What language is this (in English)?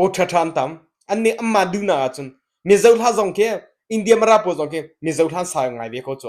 Hakha Chin